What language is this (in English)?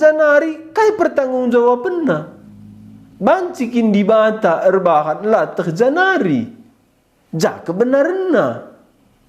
Batak Karo